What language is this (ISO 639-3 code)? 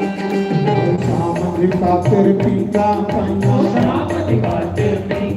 doi